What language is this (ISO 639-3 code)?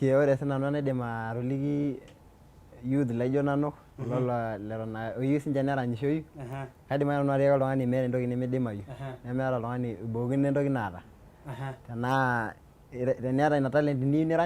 mas